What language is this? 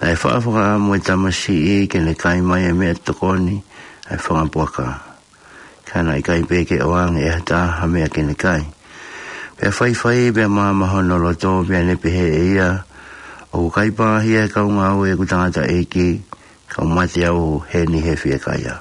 Tongan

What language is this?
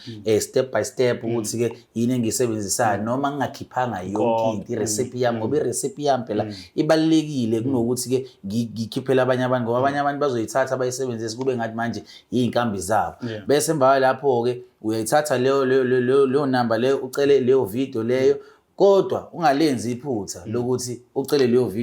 Zulu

